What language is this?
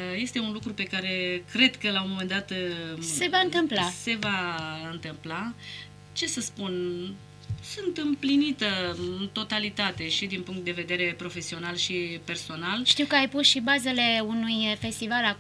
Romanian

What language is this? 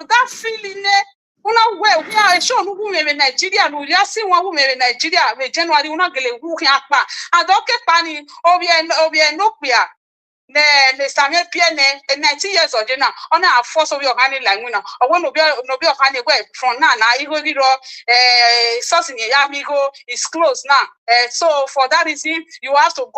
Nigerian Pidgin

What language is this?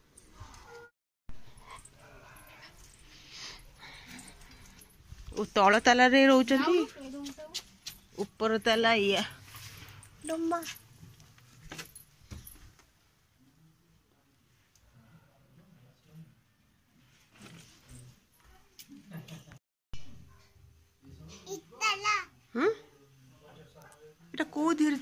Odia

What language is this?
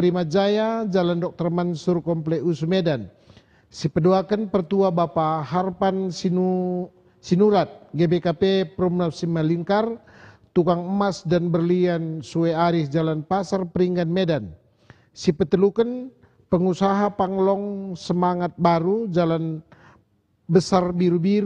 Batak Karo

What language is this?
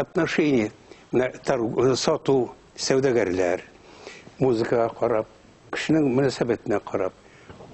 Bashkir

